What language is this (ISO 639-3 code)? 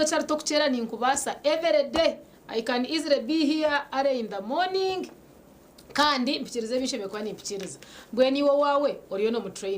nyn